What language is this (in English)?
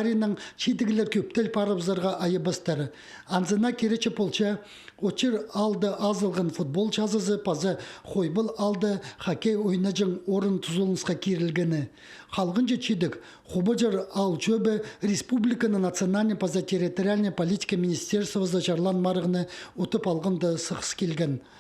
Khakas